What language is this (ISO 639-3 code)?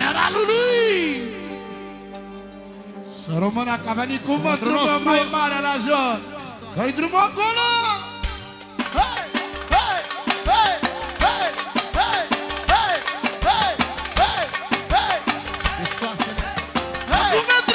ron